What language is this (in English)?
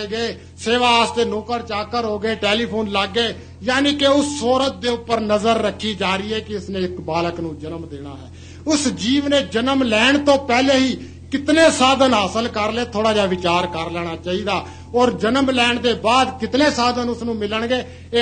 Punjabi